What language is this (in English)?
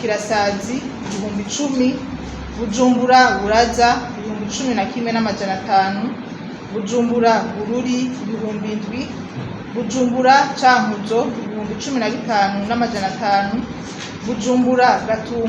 Rundi